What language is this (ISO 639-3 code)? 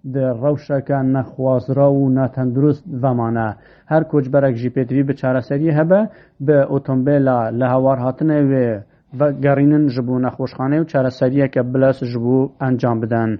kur